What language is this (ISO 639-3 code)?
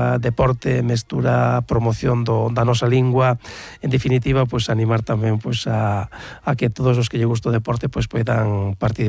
glg